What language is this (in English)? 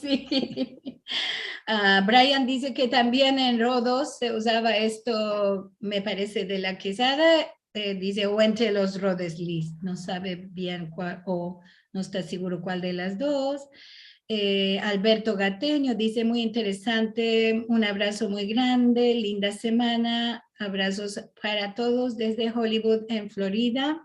Ladino